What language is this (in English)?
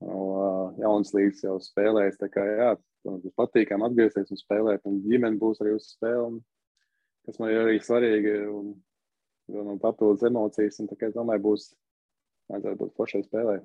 Latvian